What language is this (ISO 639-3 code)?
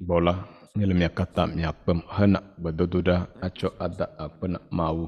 ewe